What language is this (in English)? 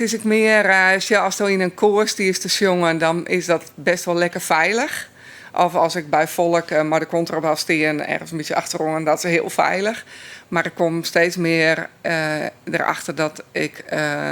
Western Frisian